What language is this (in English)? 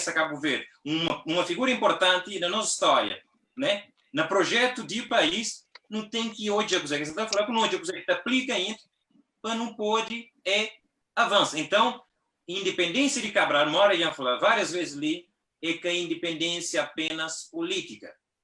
Kabuverdianu